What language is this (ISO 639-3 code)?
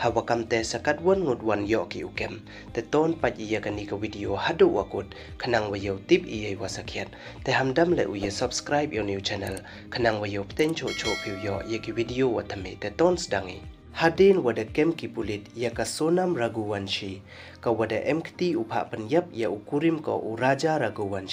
pbv